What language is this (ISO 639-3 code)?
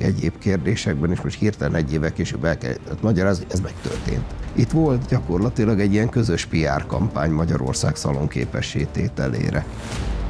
hun